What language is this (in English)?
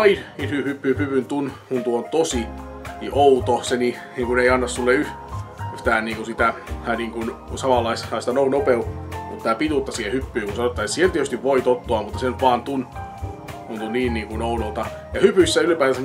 Finnish